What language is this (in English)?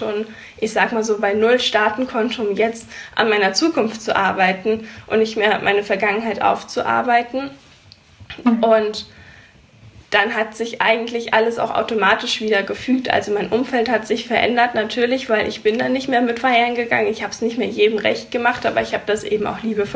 German